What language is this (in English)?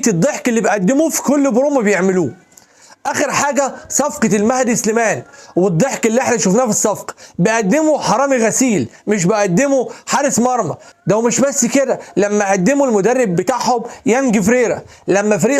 Egyptian Arabic